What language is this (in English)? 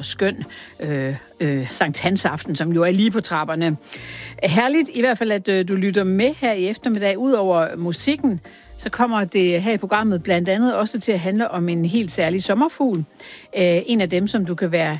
Danish